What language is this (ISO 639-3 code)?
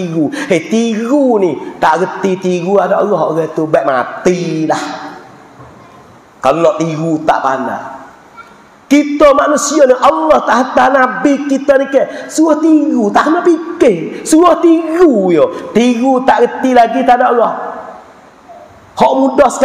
mfa